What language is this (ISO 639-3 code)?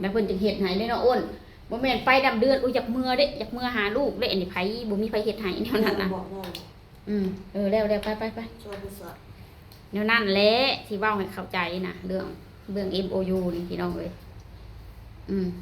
lao